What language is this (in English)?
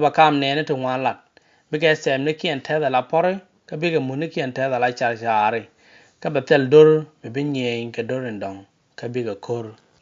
Nuer